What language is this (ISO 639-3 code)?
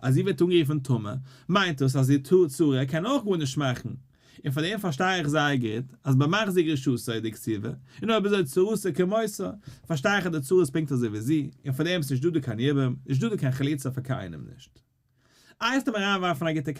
yid